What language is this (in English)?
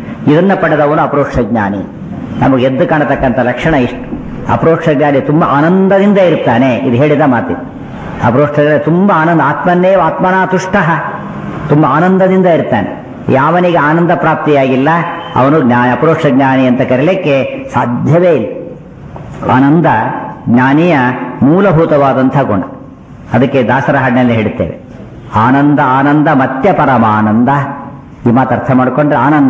Kannada